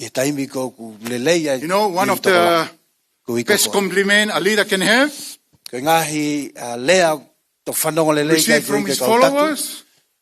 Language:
Tongan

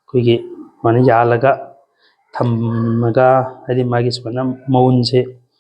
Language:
Manipuri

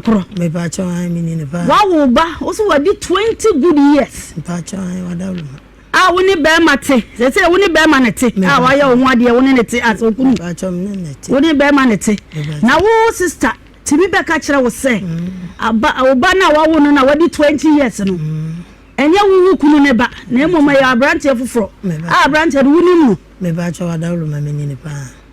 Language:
Akan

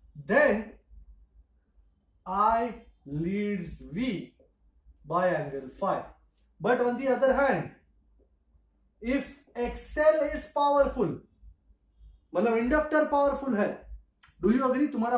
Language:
Hindi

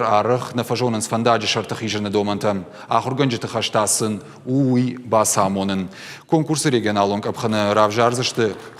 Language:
Ossetic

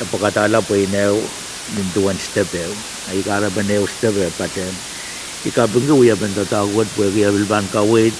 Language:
Pohnpeian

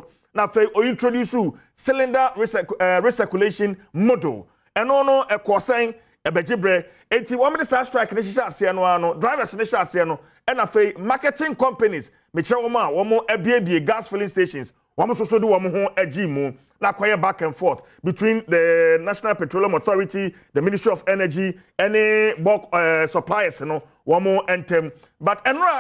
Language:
Akan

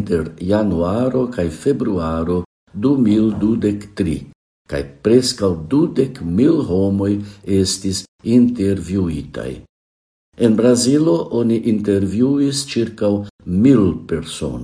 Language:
Esperanto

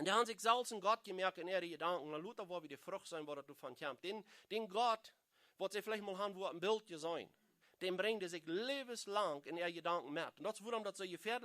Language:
Plautdietsch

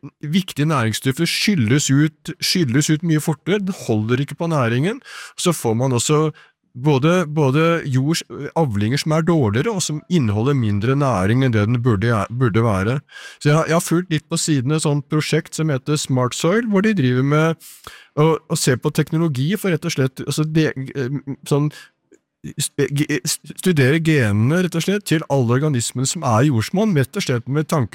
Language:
Norwegian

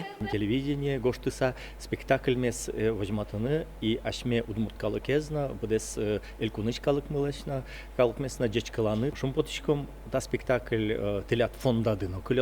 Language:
Udmurt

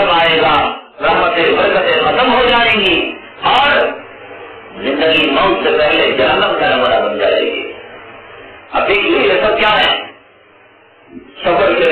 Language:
Urdu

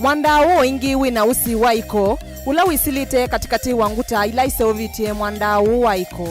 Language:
Kamba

